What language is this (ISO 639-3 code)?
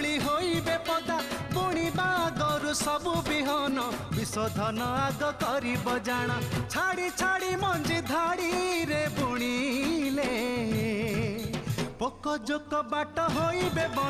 ori